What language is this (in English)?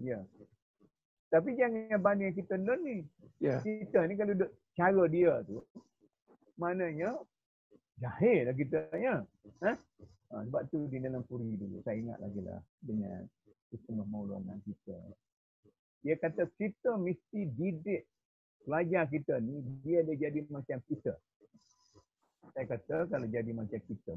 Malay